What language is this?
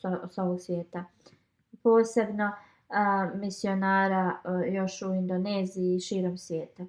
Bosnian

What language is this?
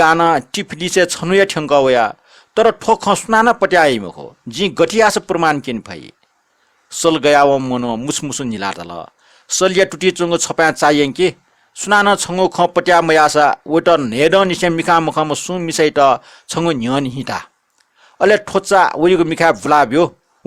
Newari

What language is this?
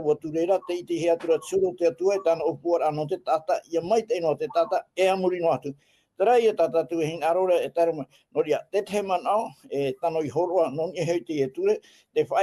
Tahitian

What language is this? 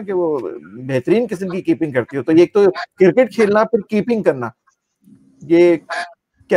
Hindi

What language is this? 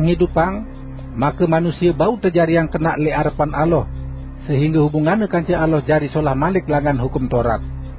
Sasak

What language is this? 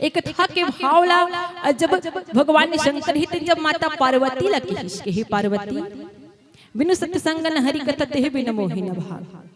Chhattisgarhi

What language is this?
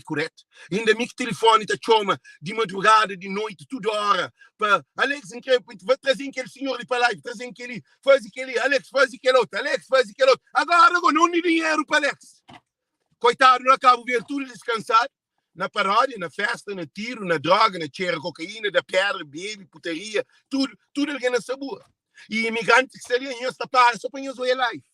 Kabuverdianu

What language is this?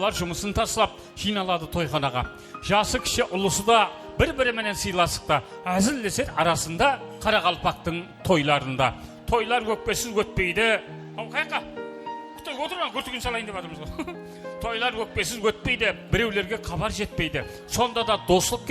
Kara-Kalpak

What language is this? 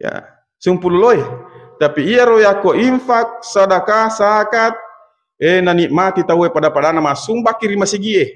Buginese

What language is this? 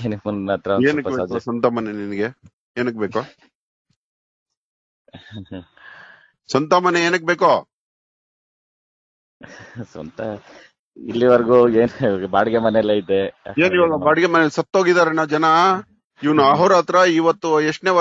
Kannada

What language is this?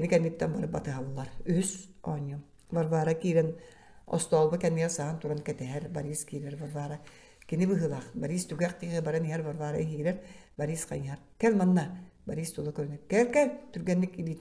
Yakut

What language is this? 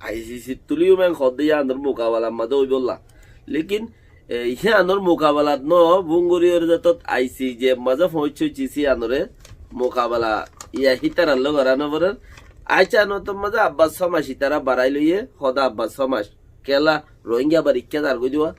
Rohingya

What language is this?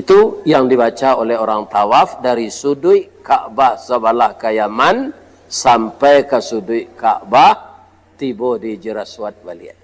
Minangkabau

